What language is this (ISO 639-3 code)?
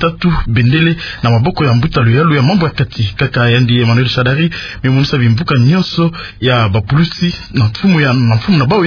ktu